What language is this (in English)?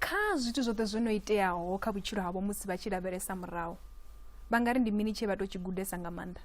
Venda